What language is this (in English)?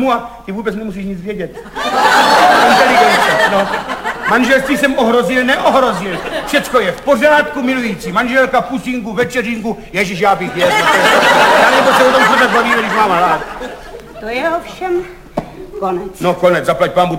Czech